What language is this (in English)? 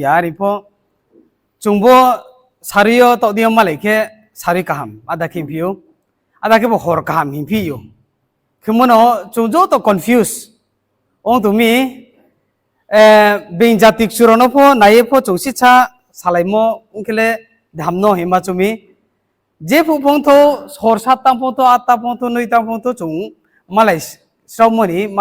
Riang (India)